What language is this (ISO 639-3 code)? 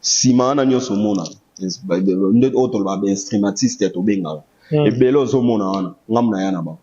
lin